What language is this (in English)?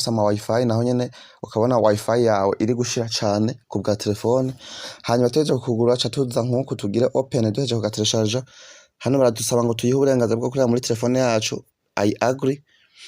Rundi